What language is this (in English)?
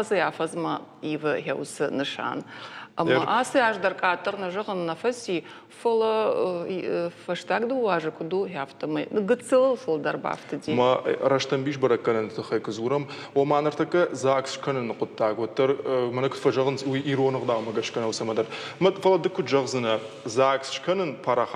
Ossetic